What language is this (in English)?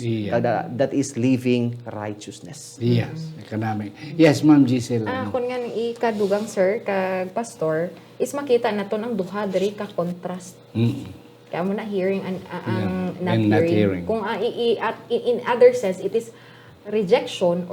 Hiligaynon